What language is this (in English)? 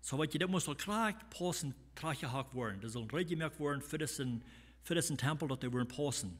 Plautdietsch